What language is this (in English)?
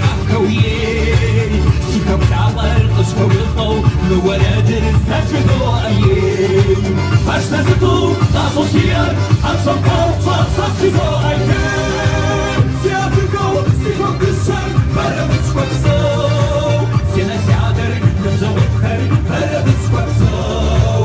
Kabardian